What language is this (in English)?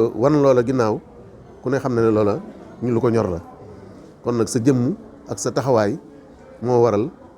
Wolof